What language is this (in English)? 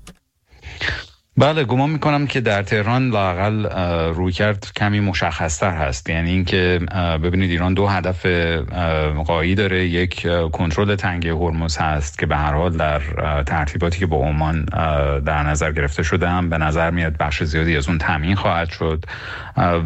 Persian